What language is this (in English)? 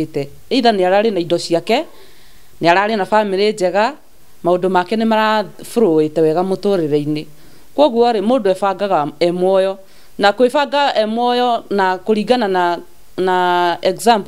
Kikuyu